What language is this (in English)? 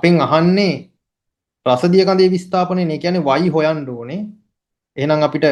Sinhala